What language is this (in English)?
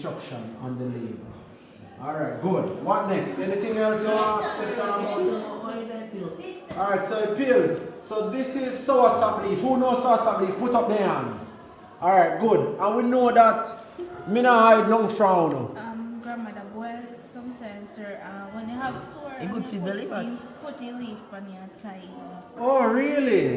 Jamaican Creole English